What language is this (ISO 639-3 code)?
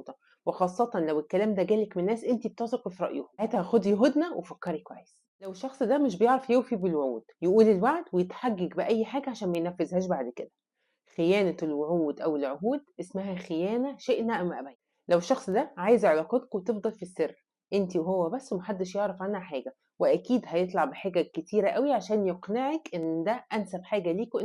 arz